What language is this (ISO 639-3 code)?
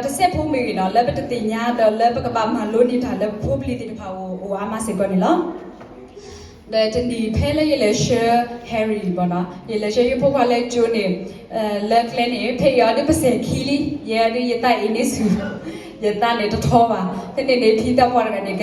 ksw